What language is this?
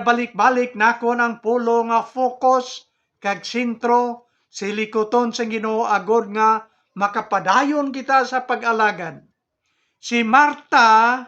Hiligaynon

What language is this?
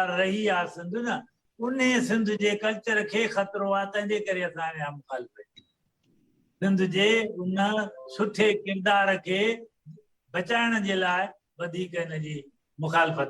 Sindhi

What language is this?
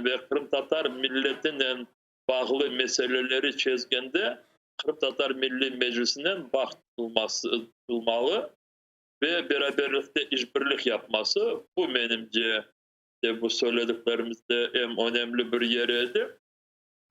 Crimean Tatar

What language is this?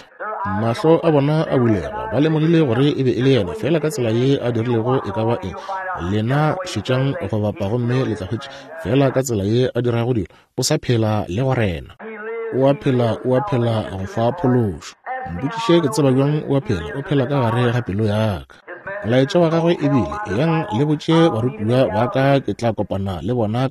Northern Sotho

